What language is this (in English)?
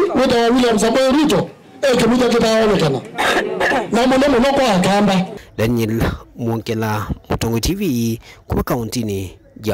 Kamba